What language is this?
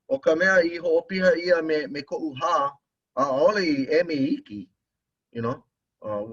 Hawaiian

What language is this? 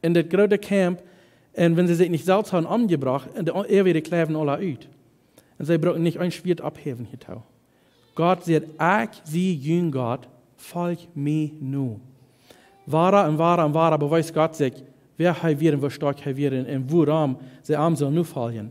Plautdietsch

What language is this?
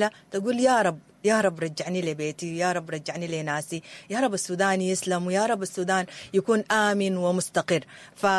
Sudanese Arabic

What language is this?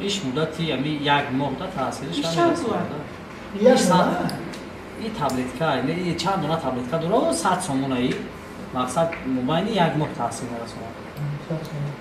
Tajik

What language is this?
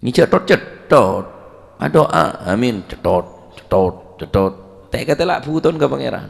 Madurese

